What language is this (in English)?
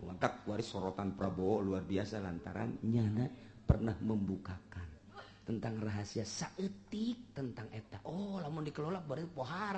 Sundanese